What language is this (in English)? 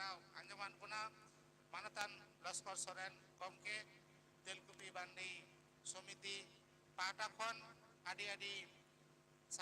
Santali